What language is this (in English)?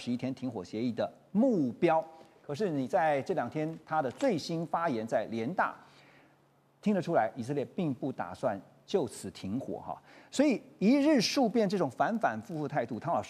Chinese